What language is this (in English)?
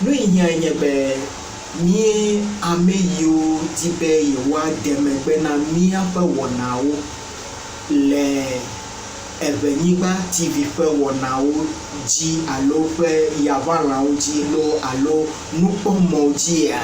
Ewe